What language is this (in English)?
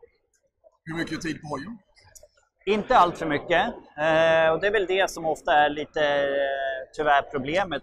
Swedish